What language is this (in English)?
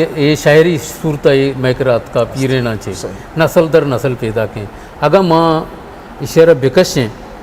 Eastern Balochi